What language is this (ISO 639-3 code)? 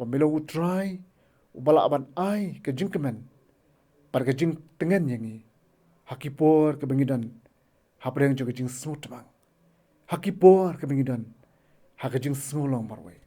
kha